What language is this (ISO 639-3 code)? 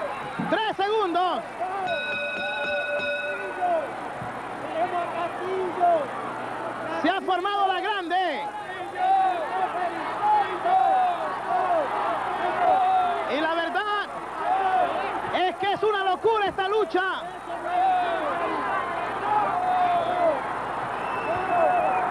spa